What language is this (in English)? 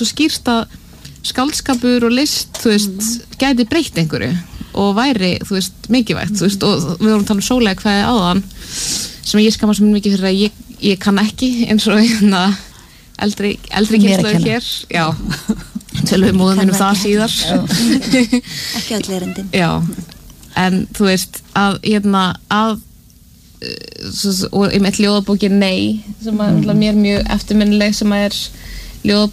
Icelandic